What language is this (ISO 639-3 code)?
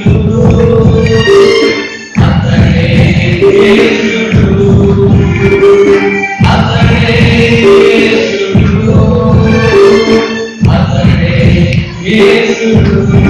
tel